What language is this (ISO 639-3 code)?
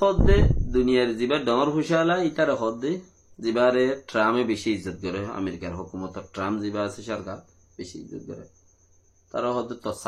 rhg